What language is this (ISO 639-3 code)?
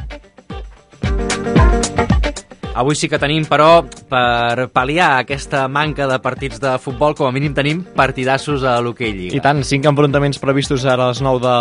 cat